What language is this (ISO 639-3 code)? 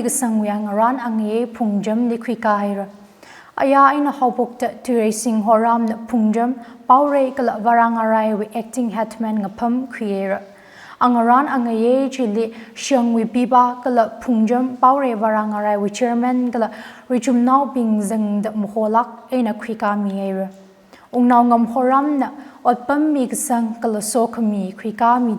nmf